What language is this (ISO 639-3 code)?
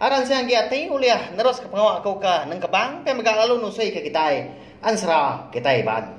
iba